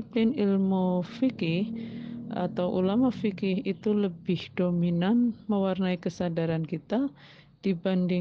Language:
Indonesian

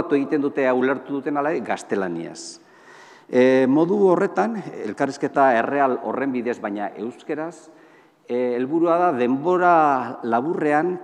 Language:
Basque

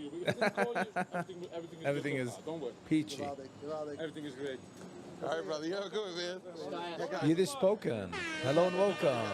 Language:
Yiddish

